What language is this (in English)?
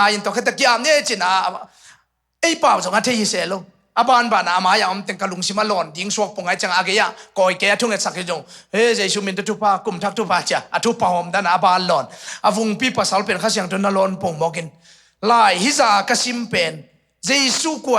Tedim Chin